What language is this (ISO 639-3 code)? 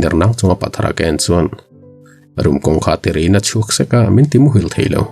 lus